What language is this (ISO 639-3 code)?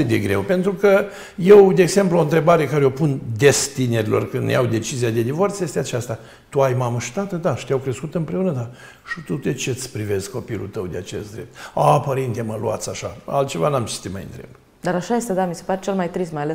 ron